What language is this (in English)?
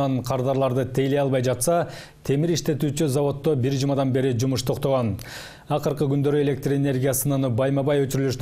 Kyrgyz